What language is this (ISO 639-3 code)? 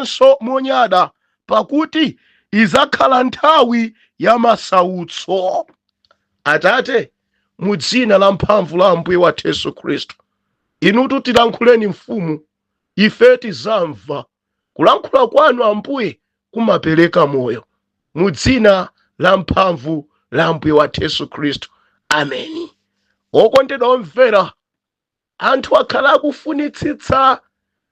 nya